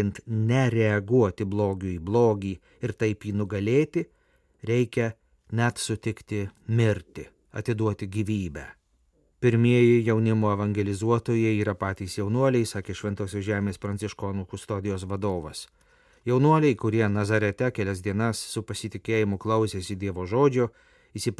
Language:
Lithuanian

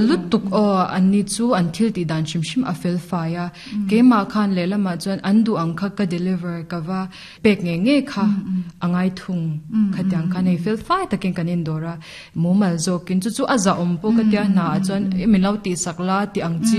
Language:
Mizo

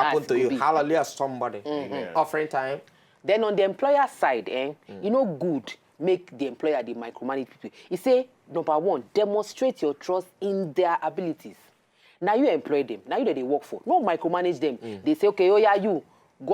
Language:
Nigerian Pidgin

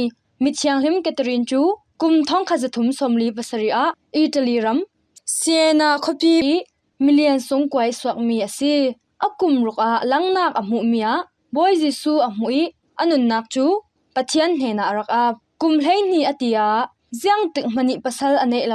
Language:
Falam Chin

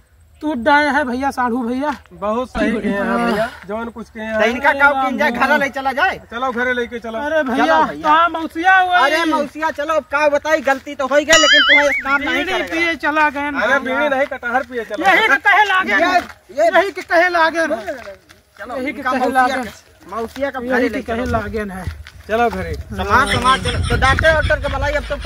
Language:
Awadhi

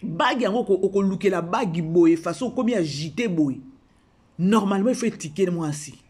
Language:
Lingala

